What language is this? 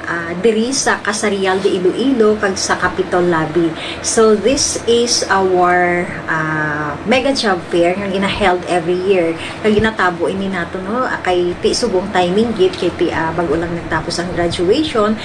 Hiligaynon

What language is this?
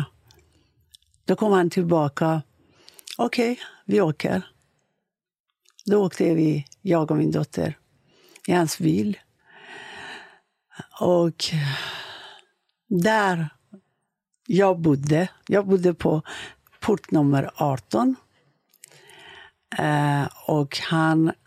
Swedish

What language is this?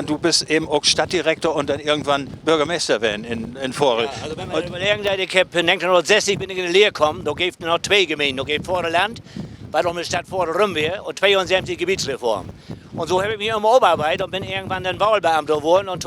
Low German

